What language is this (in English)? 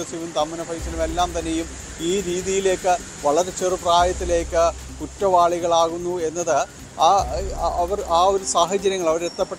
Malayalam